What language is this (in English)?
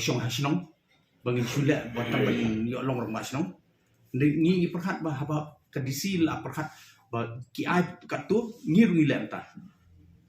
Khasi